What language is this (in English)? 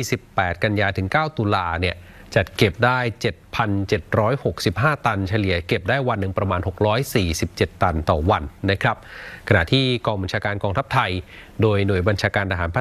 Thai